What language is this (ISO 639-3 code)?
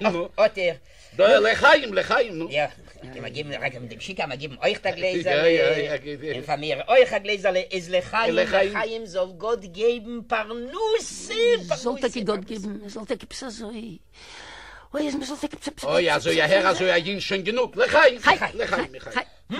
yid